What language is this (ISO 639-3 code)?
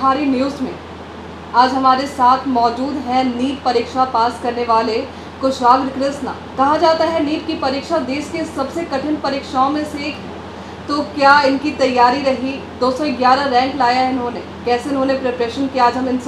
hin